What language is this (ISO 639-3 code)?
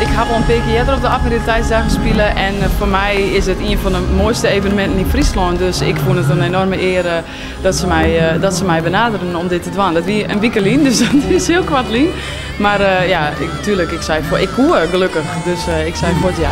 fry